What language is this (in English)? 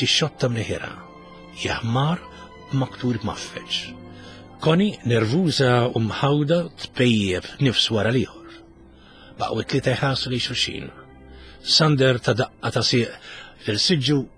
Maltese